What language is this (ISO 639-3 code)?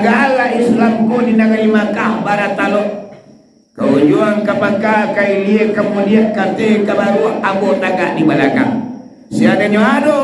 min